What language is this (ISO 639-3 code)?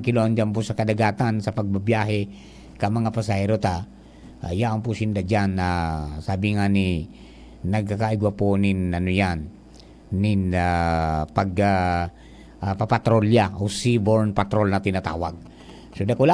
bik